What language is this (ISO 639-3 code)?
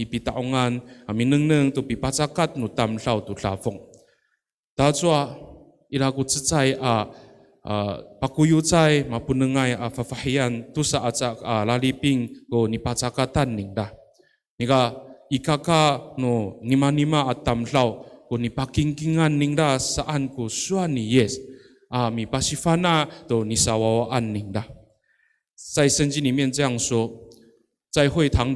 ami